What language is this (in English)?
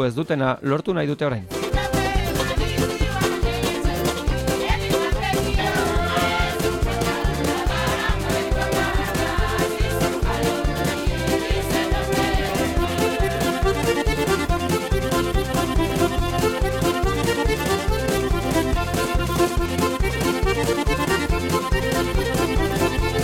Basque